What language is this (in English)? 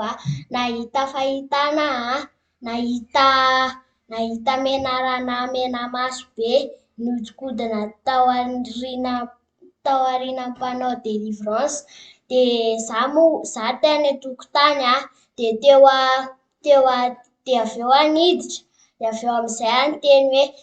Malagasy